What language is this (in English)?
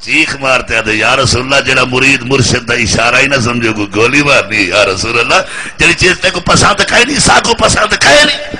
Saraiki